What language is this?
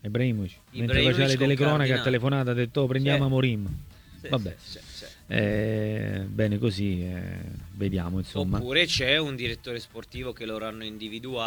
Italian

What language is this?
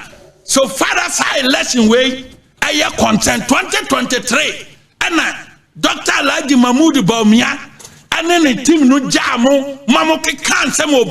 Akan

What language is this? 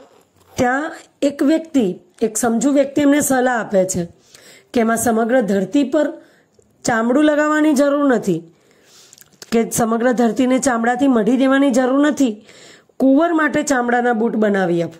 Gujarati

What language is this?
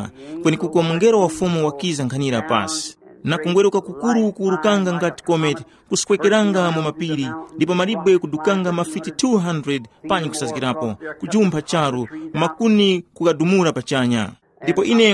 Tumbuka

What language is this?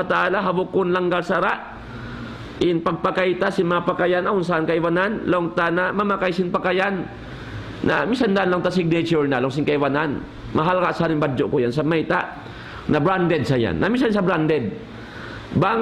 Tausug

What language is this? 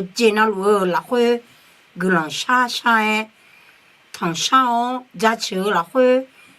Akha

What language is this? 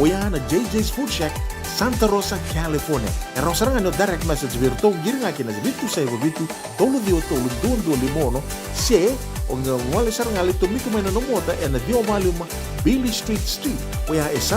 Fijian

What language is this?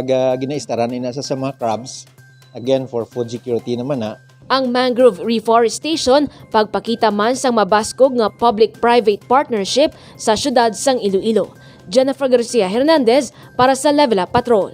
Hiligaynon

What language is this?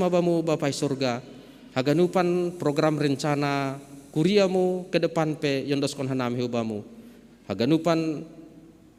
Batak Simalungun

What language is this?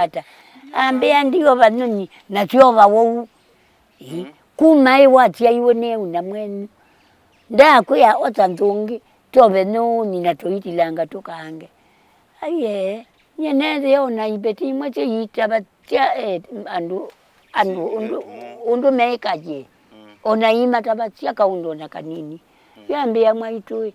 Kamba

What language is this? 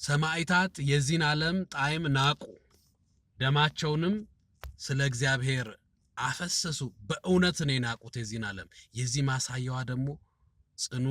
Amharic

